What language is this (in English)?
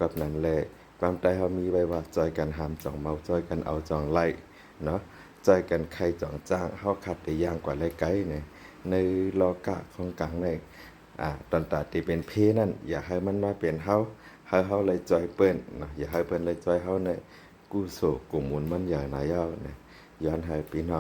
Shan